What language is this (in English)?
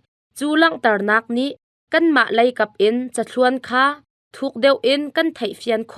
Hakha Chin